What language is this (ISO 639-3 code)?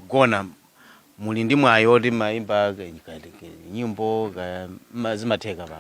nya